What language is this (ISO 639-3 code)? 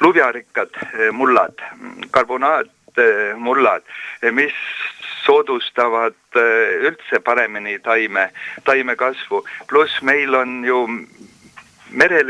est